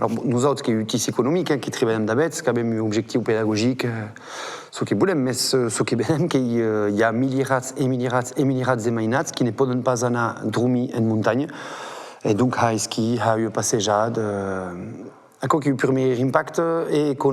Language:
Occitan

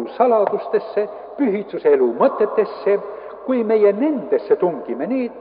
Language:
Estonian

